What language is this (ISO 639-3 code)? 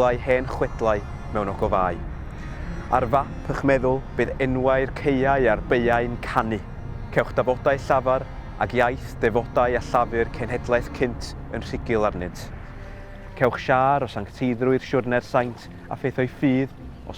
cym